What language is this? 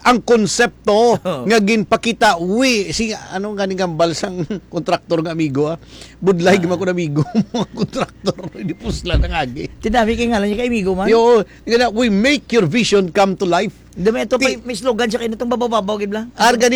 Hiligaynon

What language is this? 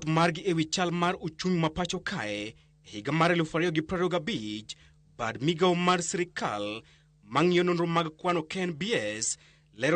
Luo (Kenya and Tanzania)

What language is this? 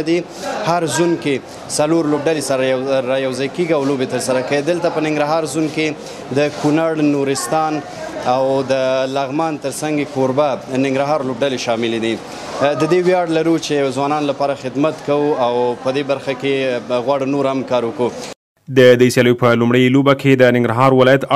Pashto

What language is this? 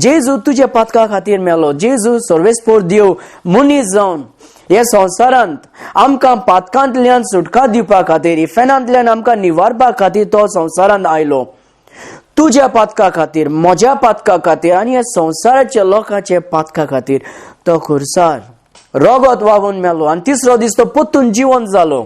Konkani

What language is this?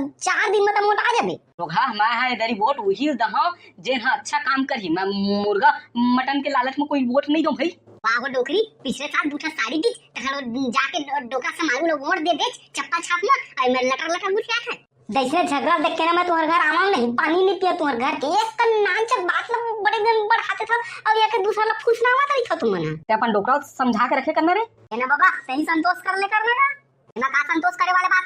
Chhattisgarhi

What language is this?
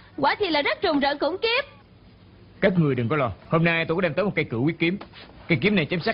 Vietnamese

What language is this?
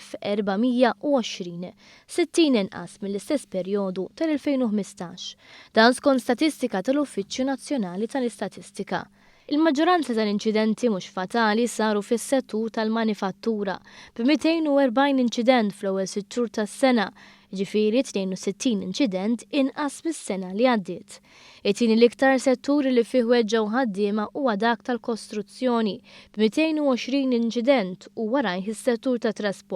Maltese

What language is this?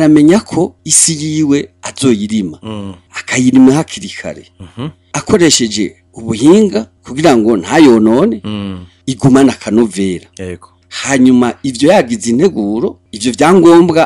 Rundi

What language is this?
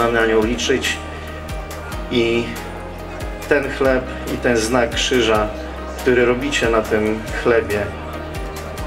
Polish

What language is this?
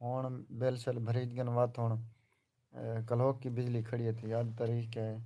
Saraiki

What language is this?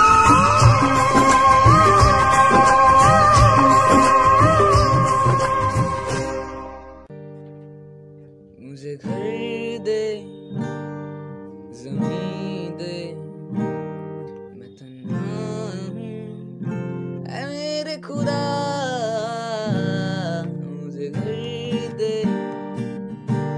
Hindi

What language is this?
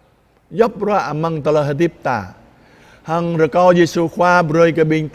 Jarai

